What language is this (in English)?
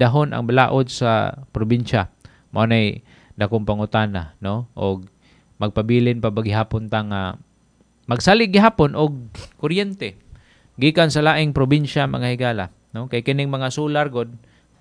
Cebuano